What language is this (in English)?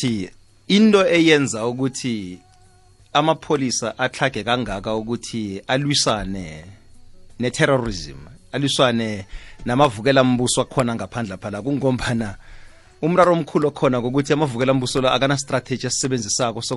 South Ndebele